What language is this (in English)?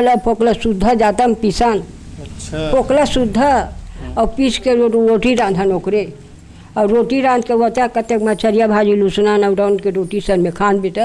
Chhattisgarhi